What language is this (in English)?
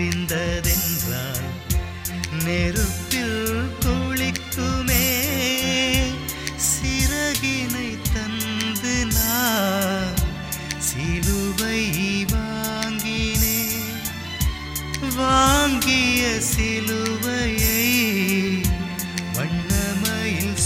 Tamil